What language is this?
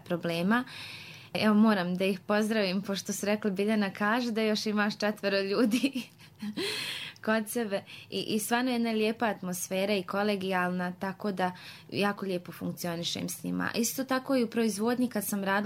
Serbian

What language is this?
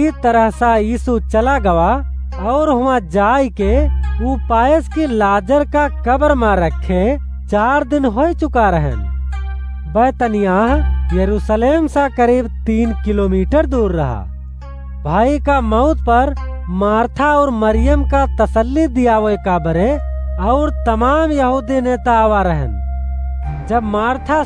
Awadhi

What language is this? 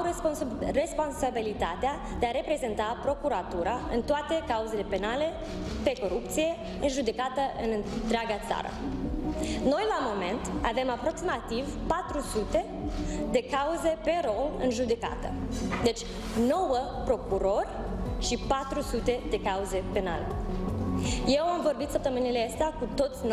Romanian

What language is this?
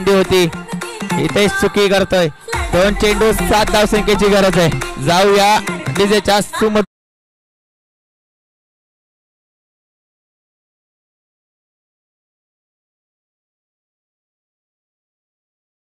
Marathi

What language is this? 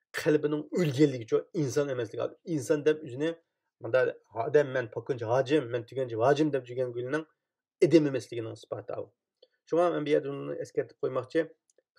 Uyghur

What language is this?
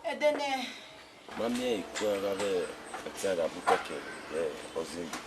Bini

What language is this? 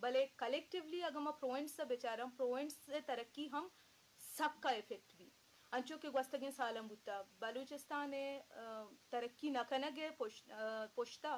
Eastern Balochi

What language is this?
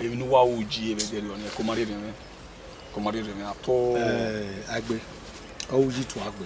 Bini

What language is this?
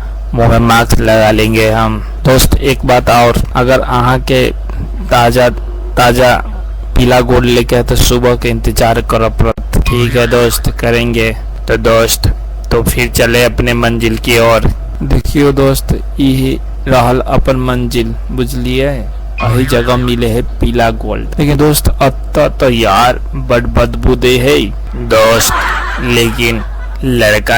Maithili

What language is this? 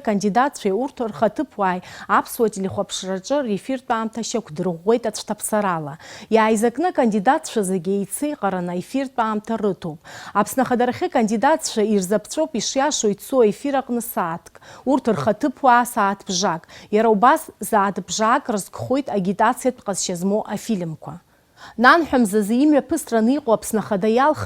Abkhazian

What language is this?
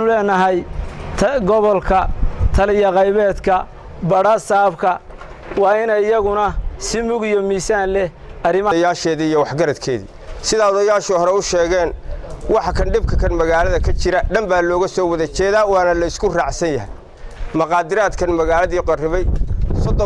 Somali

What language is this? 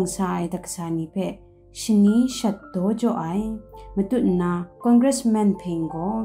Kachin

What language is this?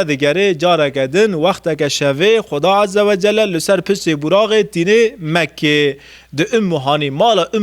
Kurdish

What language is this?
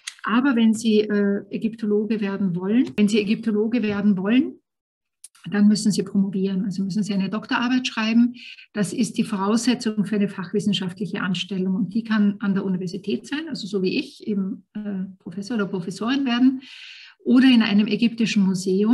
German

